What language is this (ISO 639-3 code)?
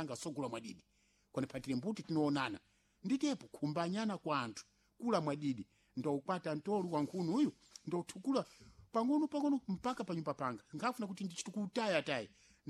seh